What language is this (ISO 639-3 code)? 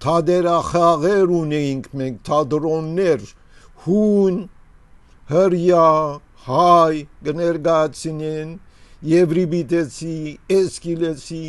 hye